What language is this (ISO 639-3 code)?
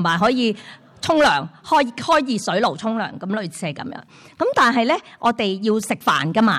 yue